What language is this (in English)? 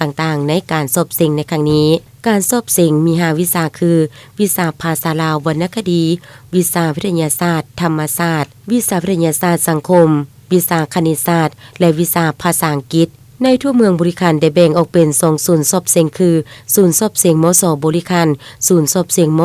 Lao